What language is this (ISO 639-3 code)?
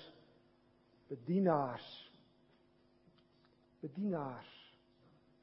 afr